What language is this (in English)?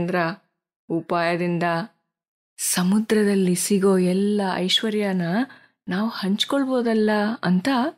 Kannada